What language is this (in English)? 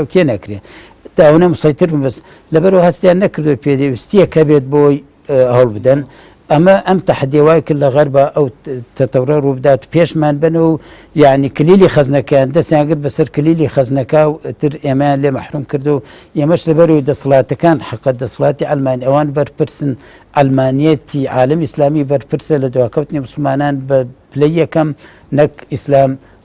Central Kurdish